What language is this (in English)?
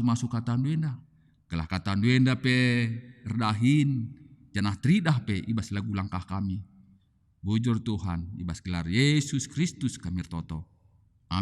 Batak Karo